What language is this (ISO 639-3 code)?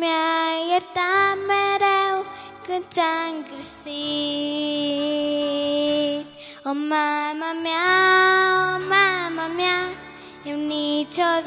ron